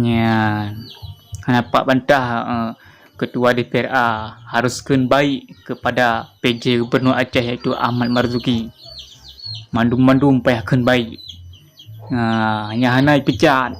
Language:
Achinese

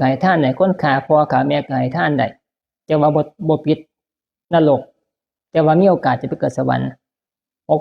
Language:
Northeastern Thai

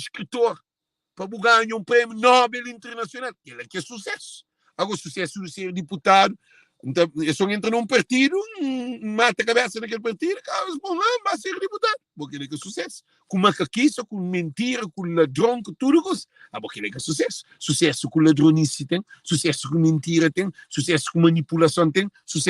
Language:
Kabuverdianu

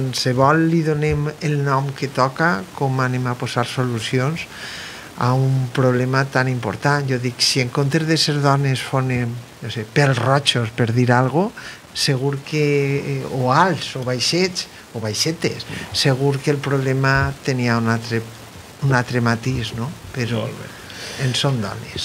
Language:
Catalan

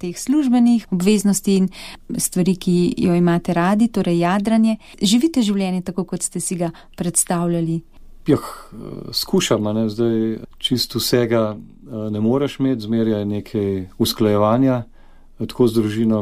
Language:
Slovenian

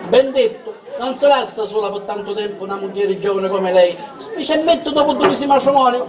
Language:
Sicilian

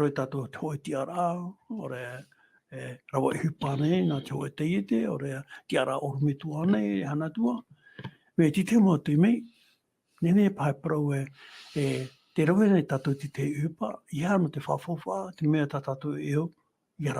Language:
Tahitian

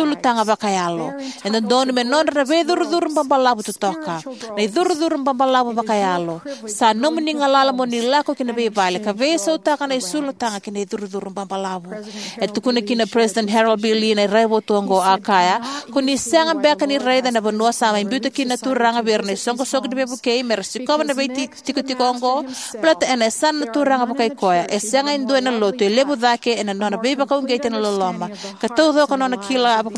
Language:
Fijian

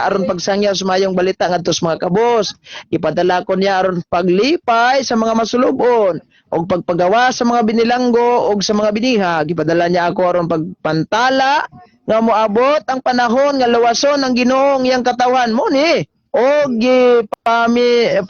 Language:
Cebuano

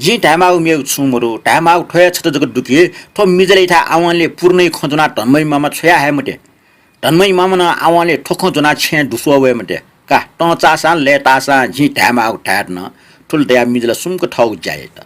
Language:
Newari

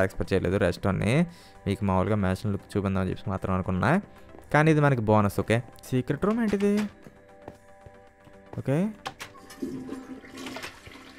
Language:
Telugu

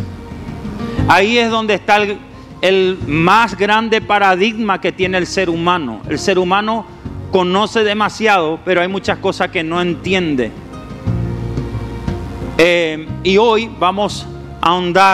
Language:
Spanish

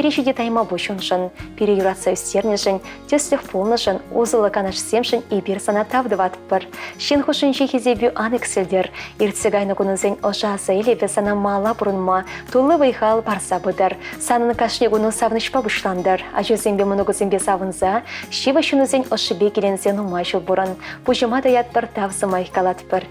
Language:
Chuvash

